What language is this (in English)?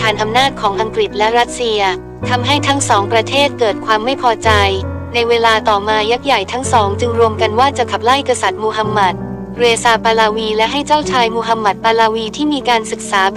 Thai